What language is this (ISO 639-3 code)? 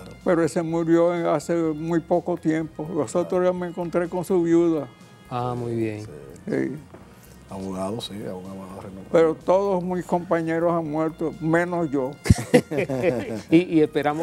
spa